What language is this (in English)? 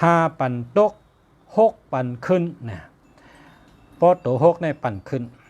Shan